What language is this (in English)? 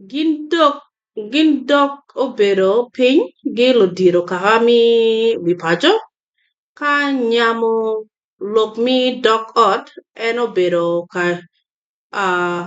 Acoli